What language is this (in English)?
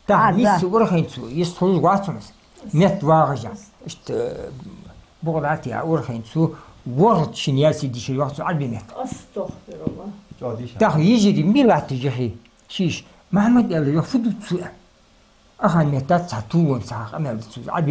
Ingush